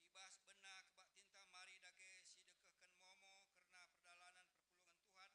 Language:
Batak Karo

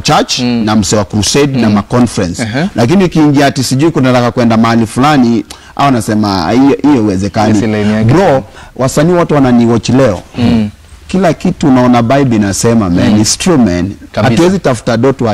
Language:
Swahili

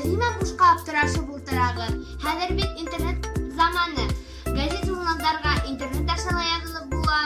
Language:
Bashkir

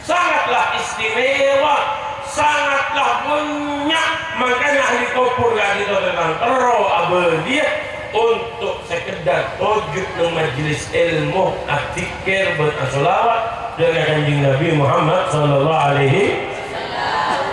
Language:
Madurese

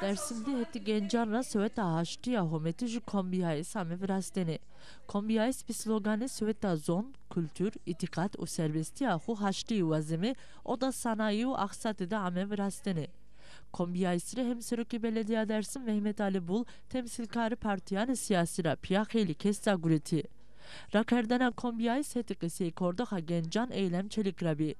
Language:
Zaza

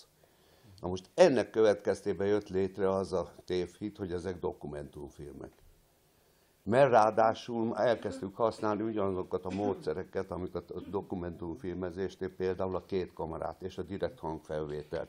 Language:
Hungarian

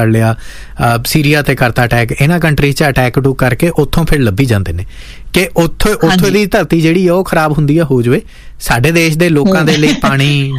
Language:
Punjabi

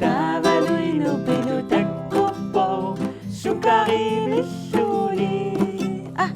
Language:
Kalaallisut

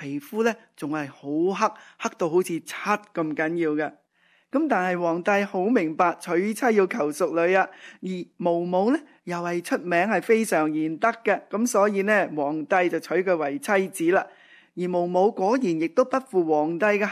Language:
Cantonese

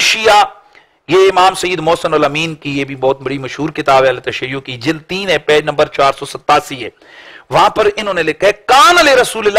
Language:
Urdu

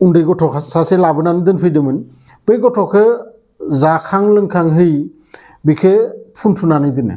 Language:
Bodo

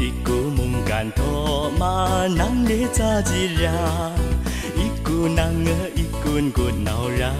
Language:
Zaiwa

